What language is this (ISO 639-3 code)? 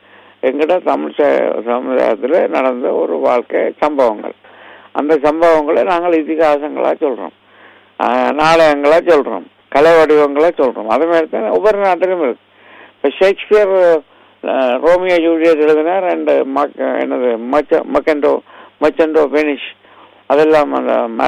tam